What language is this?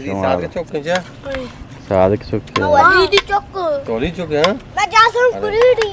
Eastern Balochi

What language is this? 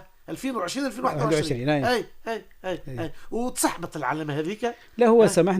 Tunisian Arabic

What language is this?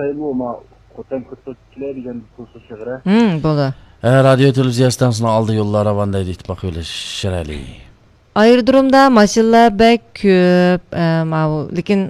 Uyghur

